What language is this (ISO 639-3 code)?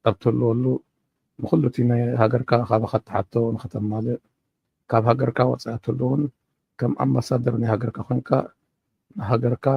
tir